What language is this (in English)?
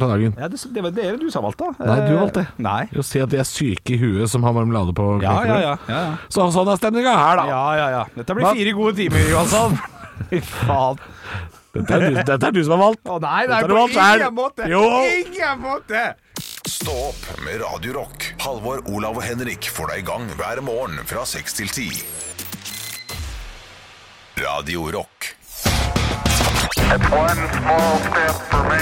Norwegian